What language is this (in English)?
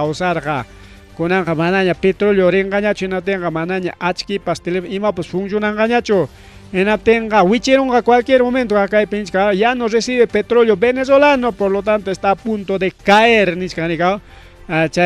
Ayacucho Quechua